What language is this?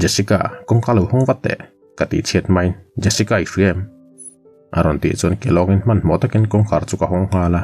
Mizo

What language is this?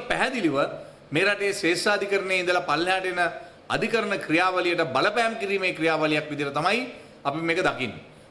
Sinhala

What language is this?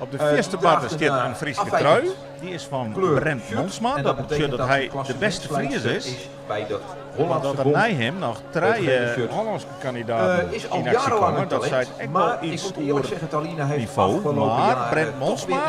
Western Frisian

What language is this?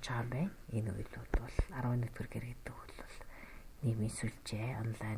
Mongolian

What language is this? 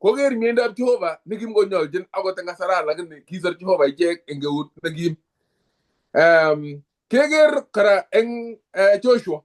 Kalenjin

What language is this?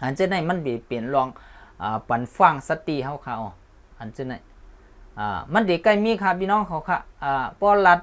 Shan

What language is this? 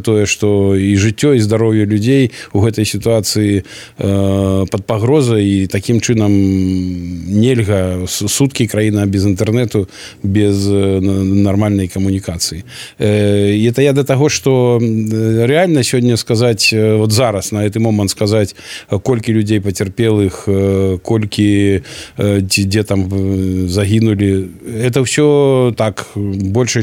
Belarusian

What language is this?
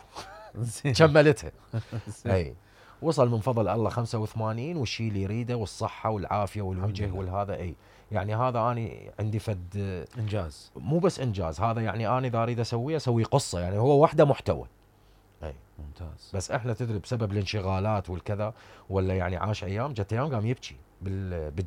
Mesopotamian Arabic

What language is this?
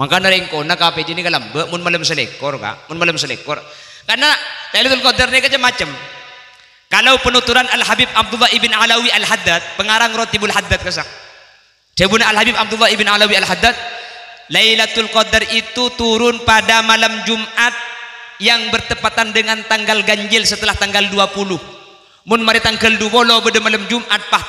Madurese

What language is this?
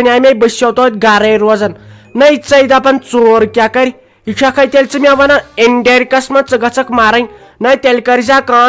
Kashmiri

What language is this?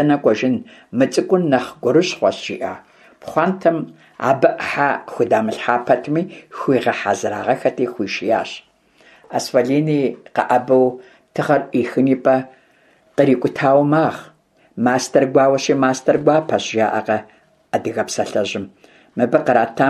Kabardian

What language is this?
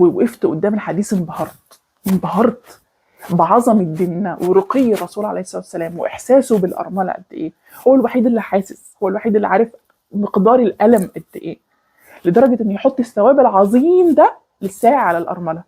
Egyptian Arabic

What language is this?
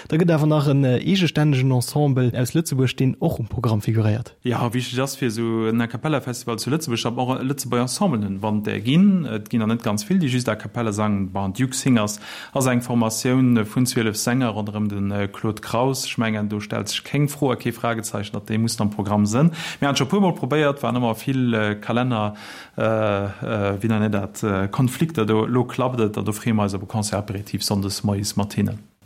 Luxembourgish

